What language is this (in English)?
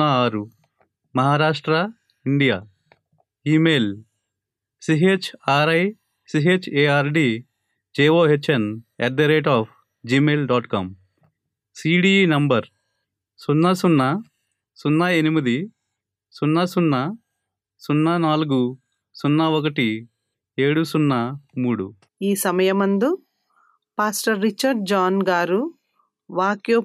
Telugu